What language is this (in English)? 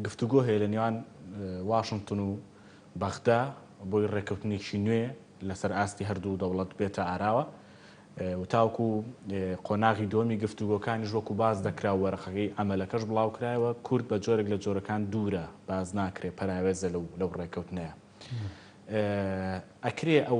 Central Kurdish